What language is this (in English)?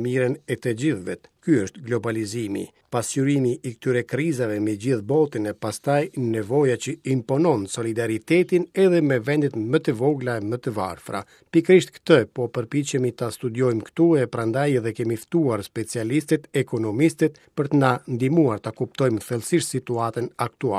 Albanian